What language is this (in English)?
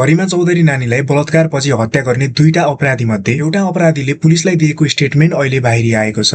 Nepali